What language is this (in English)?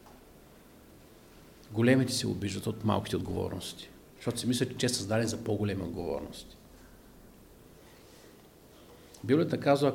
Bulgarian